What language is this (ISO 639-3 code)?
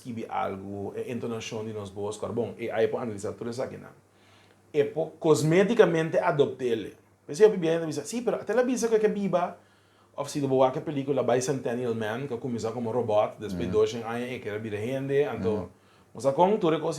pap